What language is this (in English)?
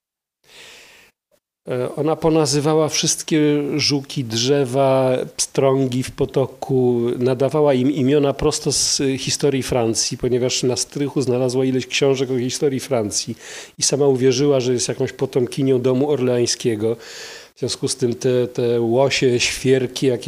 Polish